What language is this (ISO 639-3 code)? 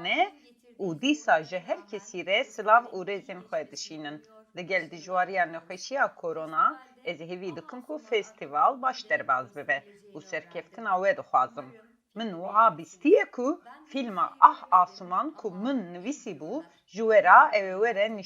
kur